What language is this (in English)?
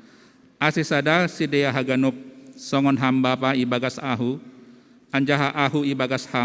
Batak Simalungun